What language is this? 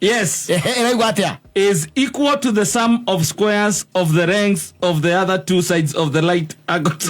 Kikuyu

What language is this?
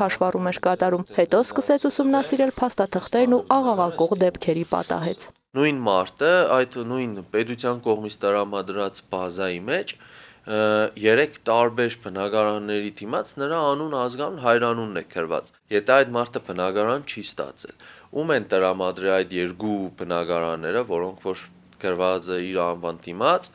Armenian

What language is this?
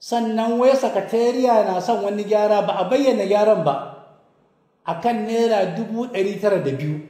Hausa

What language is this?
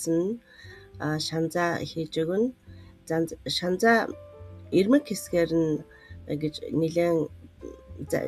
Mongolian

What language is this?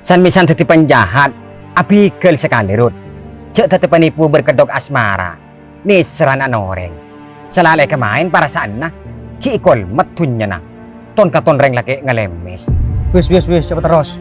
Madurese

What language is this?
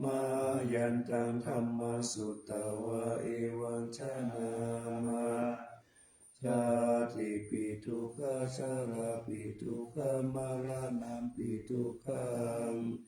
Pali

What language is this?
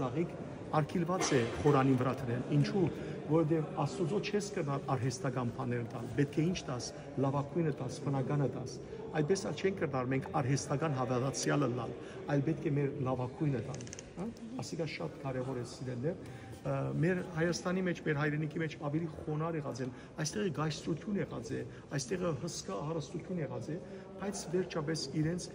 Western Armenian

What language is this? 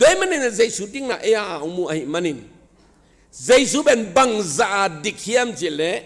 Tedim Chin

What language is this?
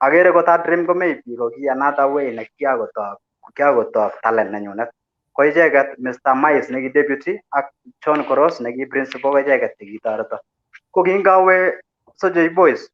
Kalenjin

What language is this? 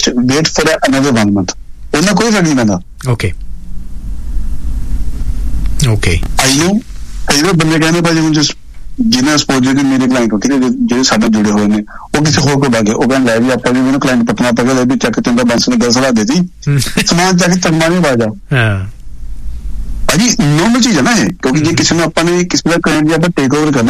Punjabi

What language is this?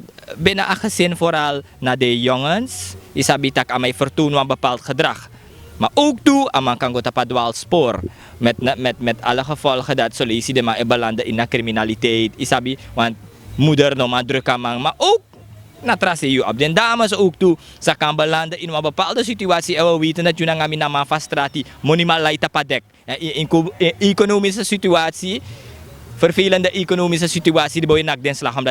Sranan Tongo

